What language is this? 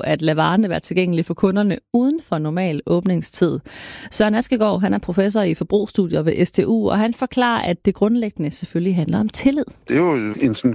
Danish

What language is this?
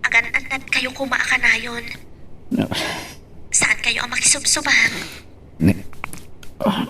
Iloko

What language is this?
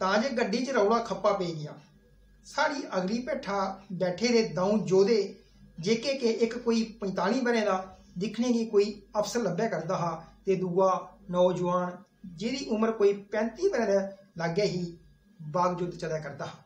Dogri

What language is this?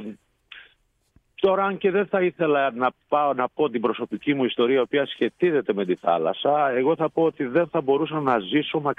Greek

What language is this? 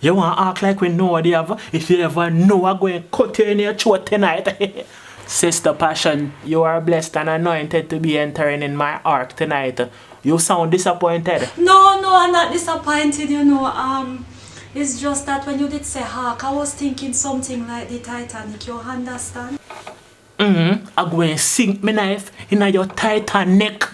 Jamaican Creole English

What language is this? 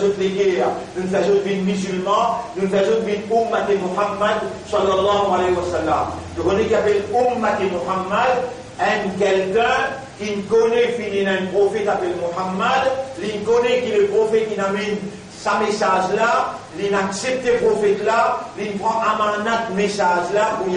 Morisyen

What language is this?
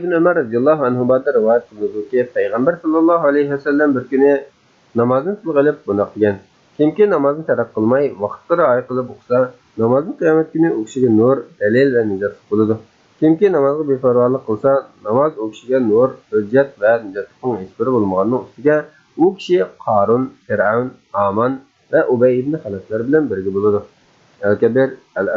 Uyghur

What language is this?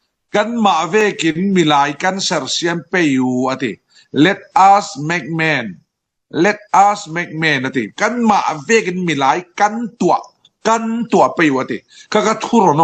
Falam Chin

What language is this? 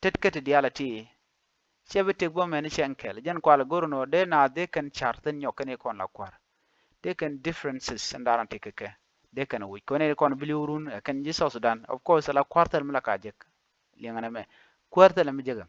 Nuer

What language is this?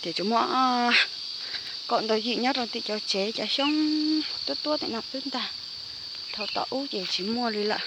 Hmong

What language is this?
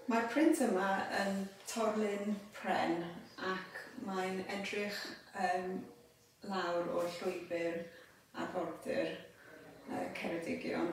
Welsh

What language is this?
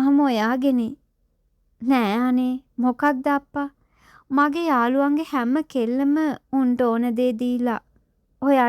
Sinhala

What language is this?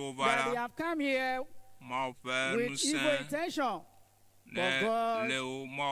Ewe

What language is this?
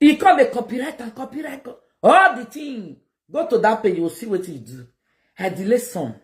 Nigerian Pidgin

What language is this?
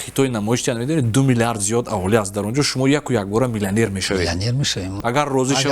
Tajik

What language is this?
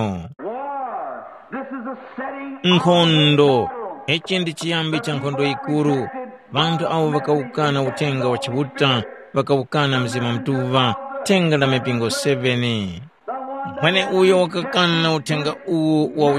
Tumbuka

